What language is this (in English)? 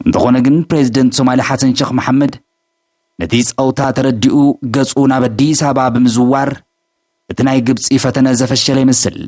Tigrinya